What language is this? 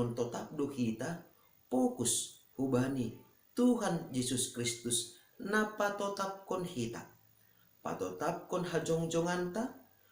Batak Simalungun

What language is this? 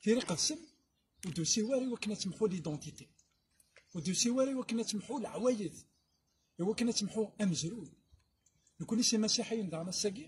Kabyle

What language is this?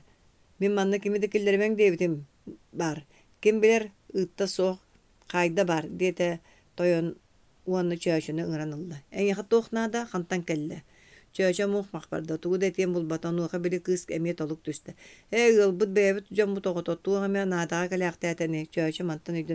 Yakut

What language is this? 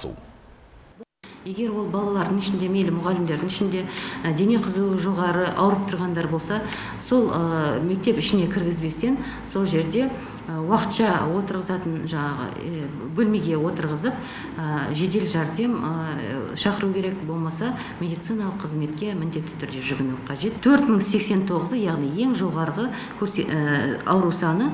Kazakh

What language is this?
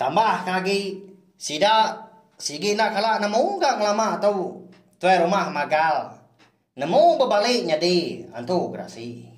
Iban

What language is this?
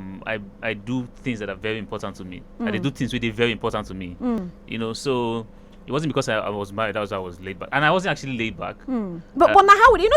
Nigerian Pidgin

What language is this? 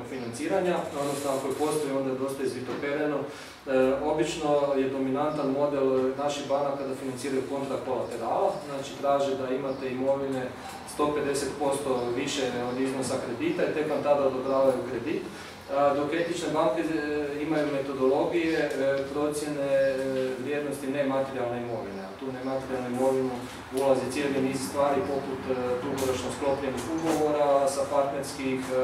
Croatian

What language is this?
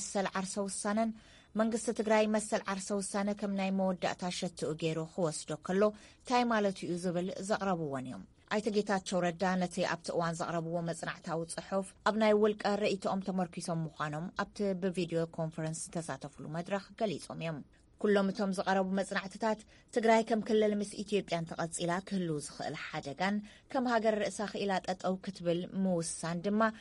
Tigrinya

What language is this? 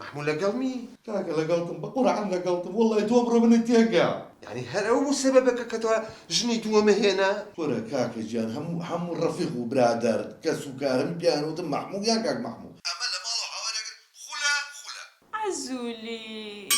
Central Kurdish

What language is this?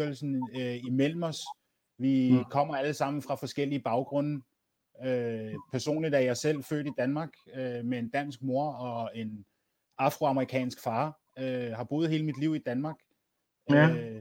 Danish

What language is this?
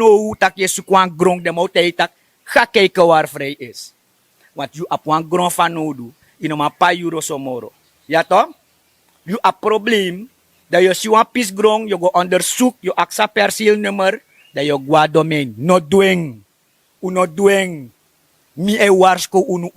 Sranan Tongo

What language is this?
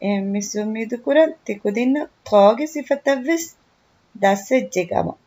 Divehi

